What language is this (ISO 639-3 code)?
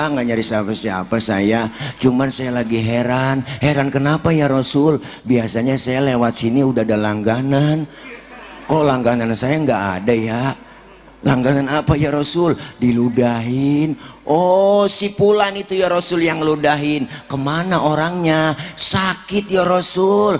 bew